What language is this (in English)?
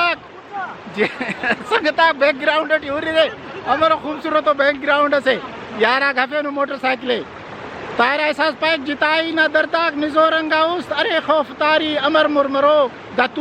Brahui